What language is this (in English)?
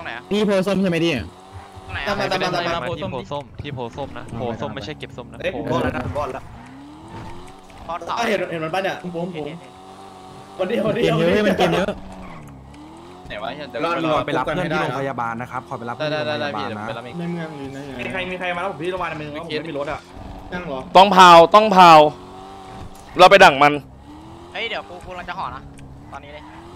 Thai